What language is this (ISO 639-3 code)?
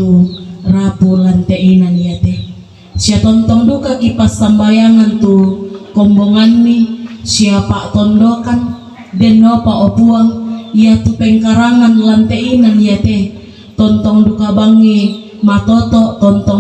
sda